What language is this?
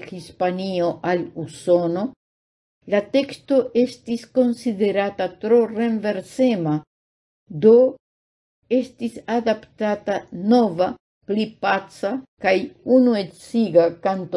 Esperanto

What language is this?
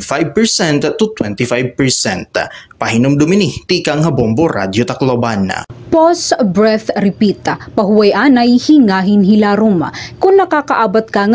Waray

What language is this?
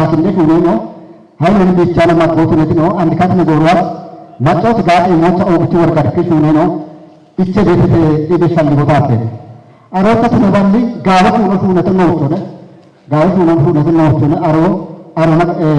Kafa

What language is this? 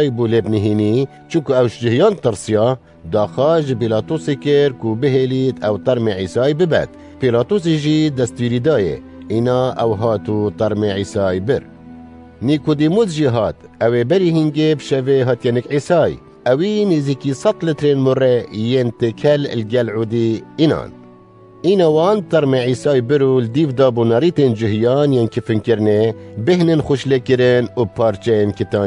Kurdish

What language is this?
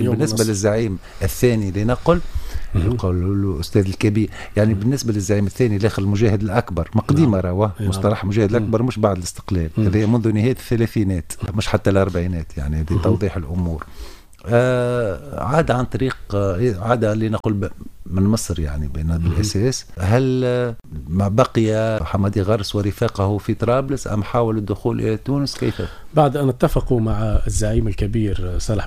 Tunisian Arabic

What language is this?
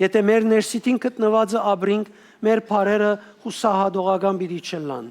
Western Armenian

